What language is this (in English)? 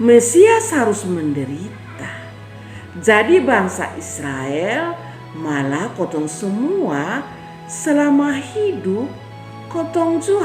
Kupang Malay